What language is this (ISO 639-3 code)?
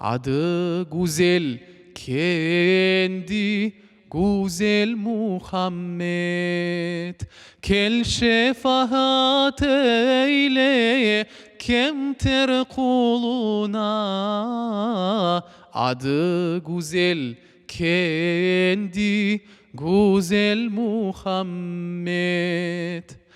crh